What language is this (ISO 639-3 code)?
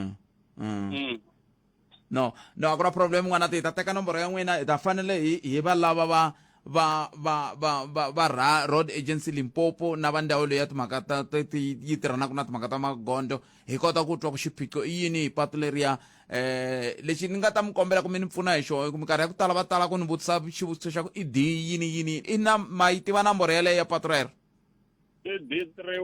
tso